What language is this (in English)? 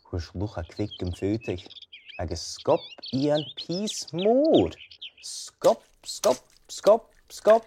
Scottish Gaelic